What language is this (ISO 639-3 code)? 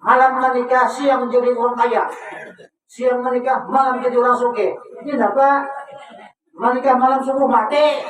bjn